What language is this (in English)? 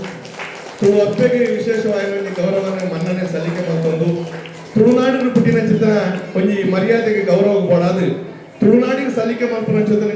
Tulu